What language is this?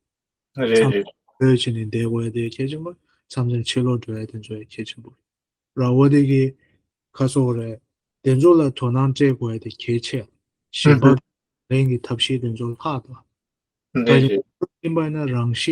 Tibetan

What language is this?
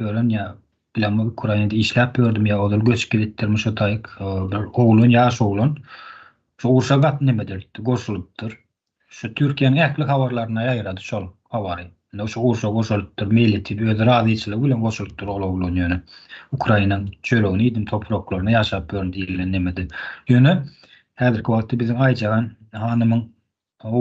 Turkmen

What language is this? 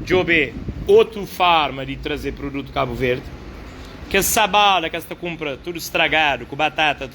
Kabuverdianu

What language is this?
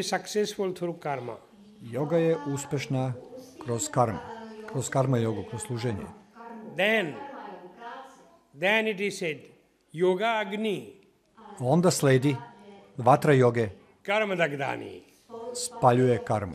Serbian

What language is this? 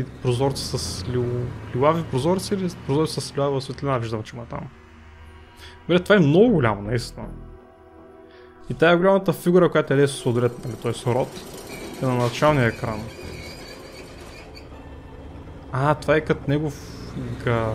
Bulgarian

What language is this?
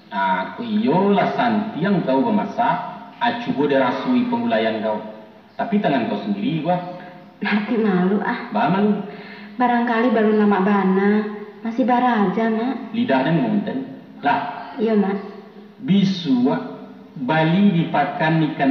Minangkabau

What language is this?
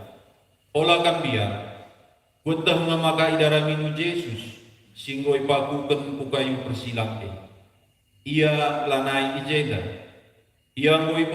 Batak Karo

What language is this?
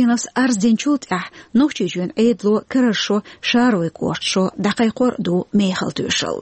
Chechen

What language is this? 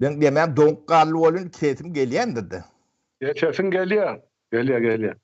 Turkmen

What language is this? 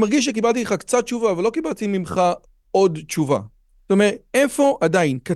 Hebrew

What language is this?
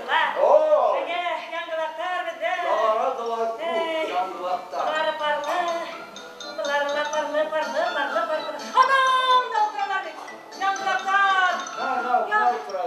Bashkir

